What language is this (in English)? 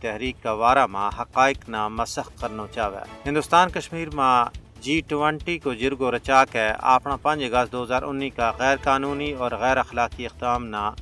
Gujari